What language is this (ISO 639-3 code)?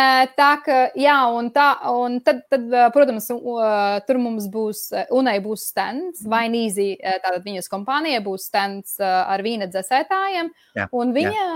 lav